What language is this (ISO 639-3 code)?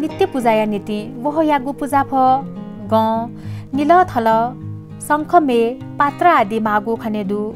new